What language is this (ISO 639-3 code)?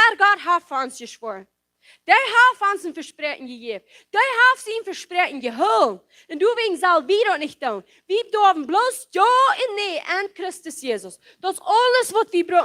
pdt